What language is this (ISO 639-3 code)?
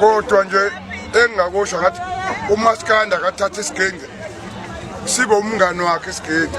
zul